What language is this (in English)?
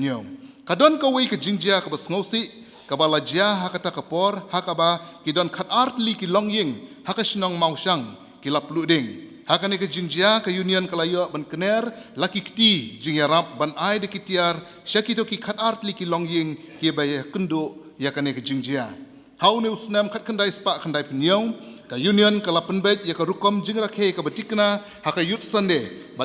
Khasi